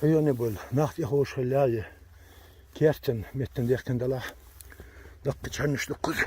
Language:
Chechen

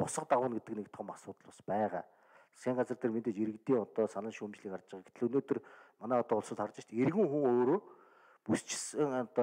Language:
Mongolian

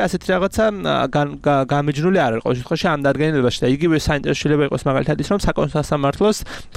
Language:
Georgian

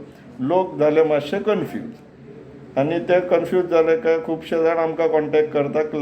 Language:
Konkani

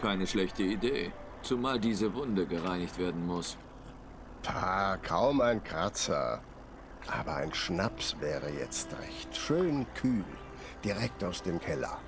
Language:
Swiss German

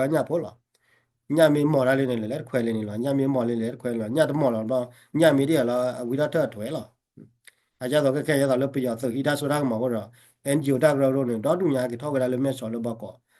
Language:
S'gaw Karen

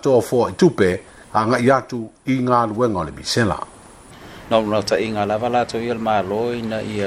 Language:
Samoan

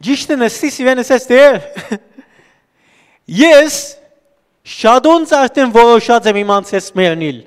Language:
Western Armenian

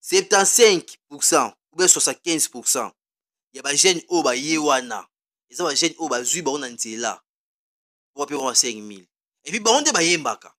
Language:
Lingala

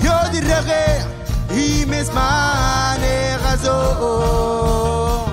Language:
Marshallese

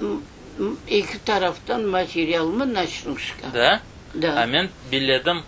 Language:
Crimean Tatar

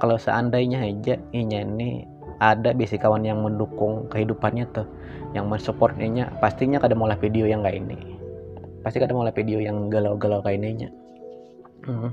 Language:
Banjar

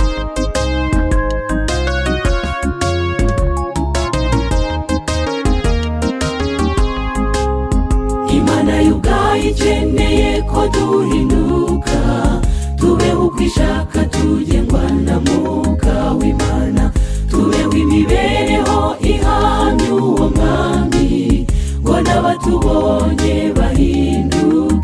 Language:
Kinyarwanda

